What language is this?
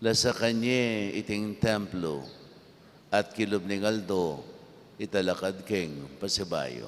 Pampanga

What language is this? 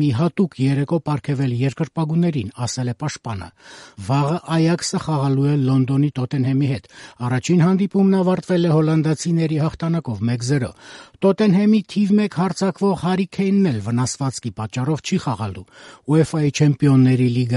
Armenian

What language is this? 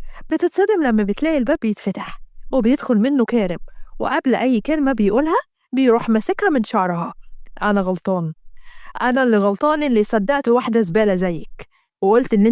Egyptian Arabic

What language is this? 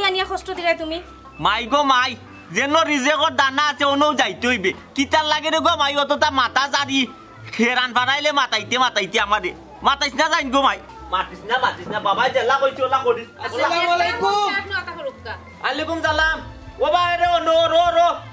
Sylheti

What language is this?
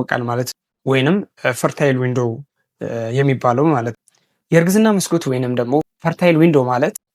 Amharic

